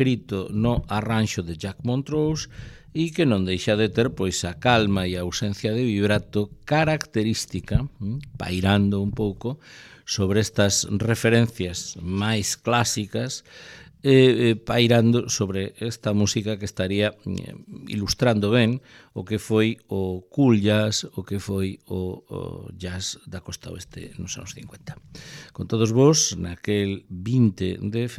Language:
Galician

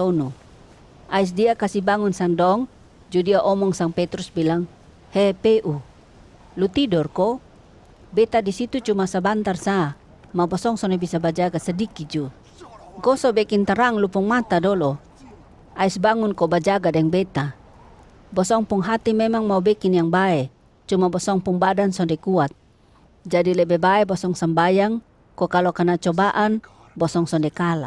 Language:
Kupang Malay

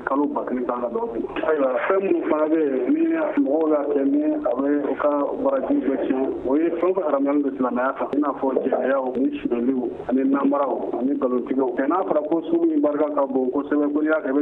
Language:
Bambara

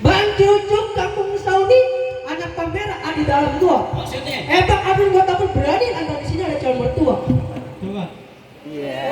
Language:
Betawi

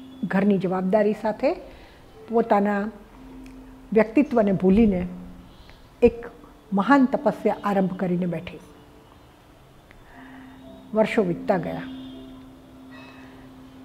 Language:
Gujarati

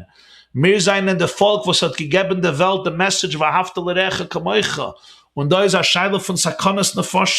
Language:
Yiddish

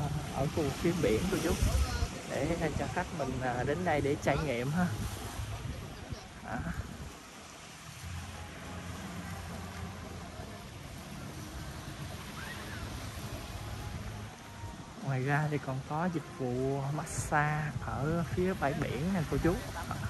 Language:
Vietnamese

